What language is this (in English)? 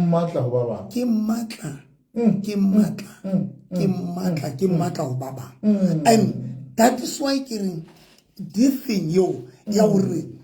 Southern Sotho